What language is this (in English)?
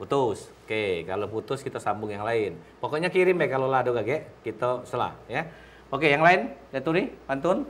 Musi